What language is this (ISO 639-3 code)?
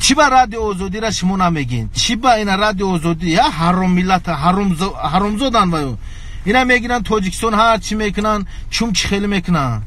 tgk